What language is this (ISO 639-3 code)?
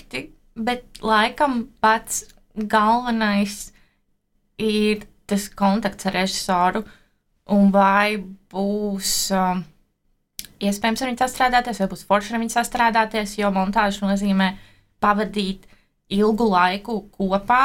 lav